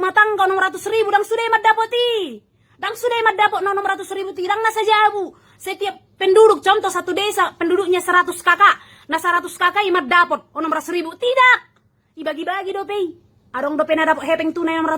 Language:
Batak Toba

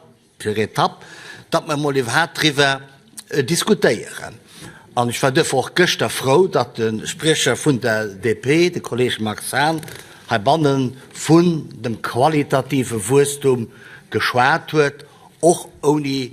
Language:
Luxembourgish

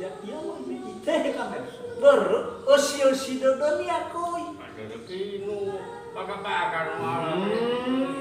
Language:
Nias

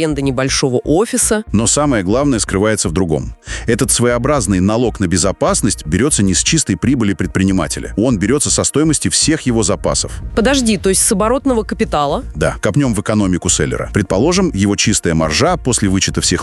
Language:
Russian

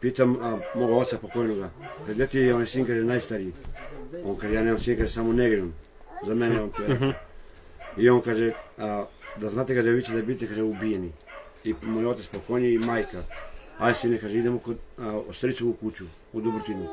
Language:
Serbian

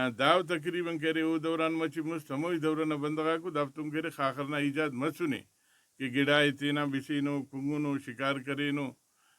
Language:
Brahui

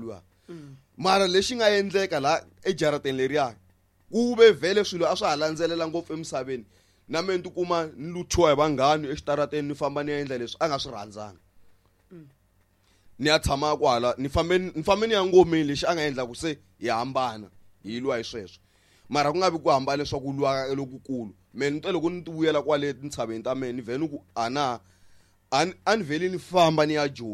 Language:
Tsonga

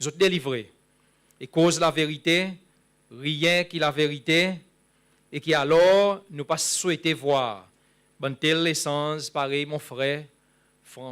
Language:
Seselwa Creole French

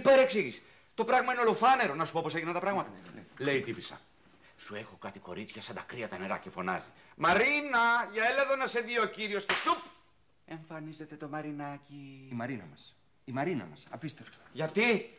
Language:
Greek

